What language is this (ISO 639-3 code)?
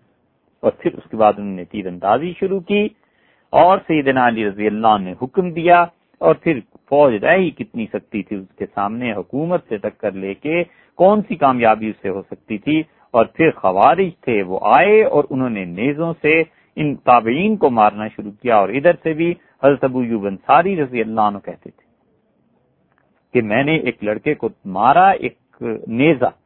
urd